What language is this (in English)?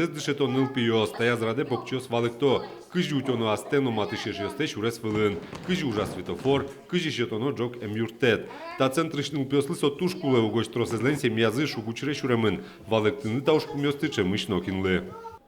Udmurt